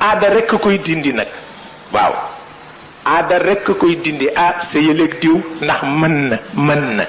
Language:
Wolof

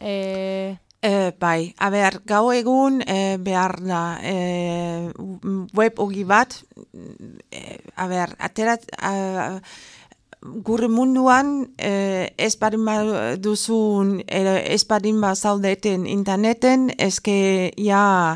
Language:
Basque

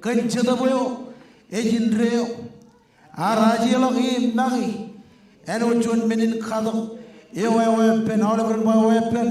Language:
Marshallese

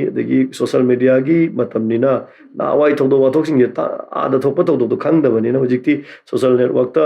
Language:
Manipuri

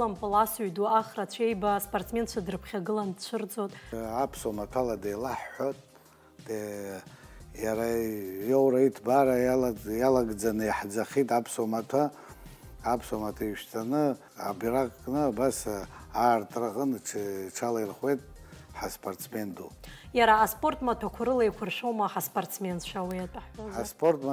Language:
Abkhazian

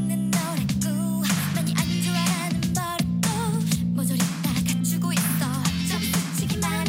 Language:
Korean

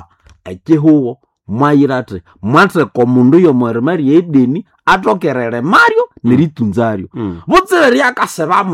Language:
Nande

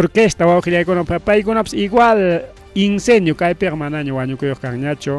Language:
Ayacucho Quechua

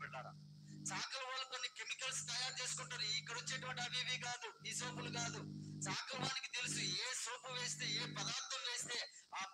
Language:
Telugu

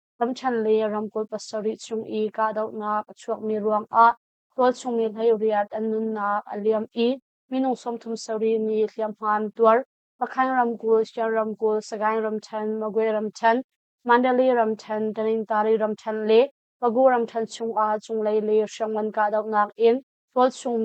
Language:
Hakha Chin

